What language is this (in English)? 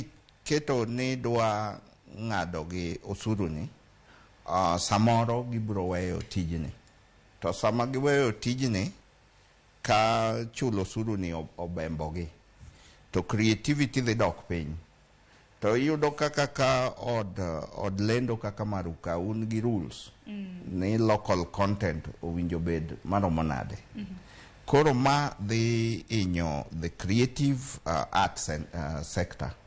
Luo (Kenya and Tanzania)